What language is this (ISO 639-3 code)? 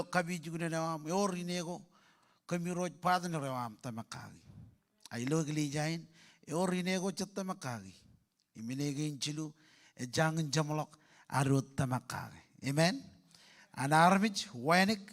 mah